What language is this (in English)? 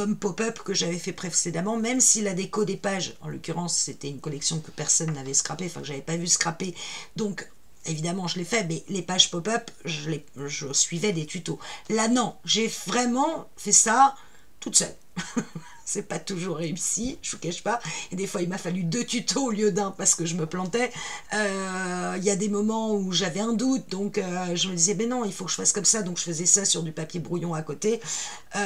French